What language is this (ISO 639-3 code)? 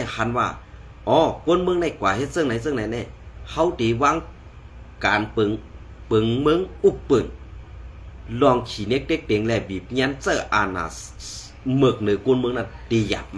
shn